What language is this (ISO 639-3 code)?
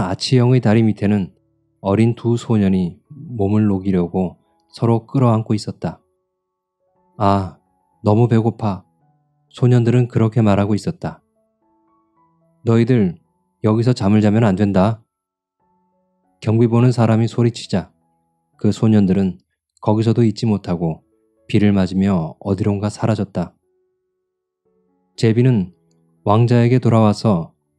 kor